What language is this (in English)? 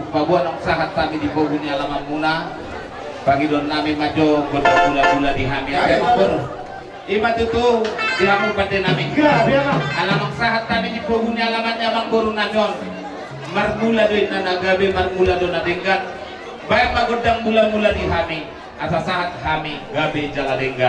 Batak Toba